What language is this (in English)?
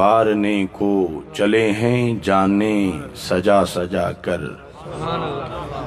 Urdu